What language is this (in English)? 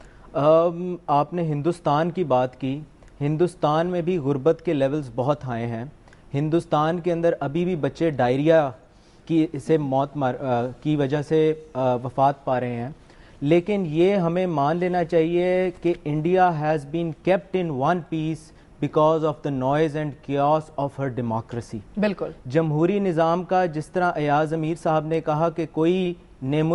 Urdu